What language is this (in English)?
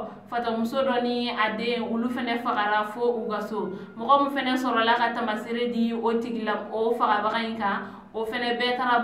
Bambara